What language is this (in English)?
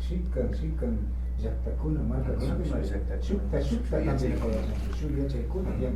Imbabura Highland Quichua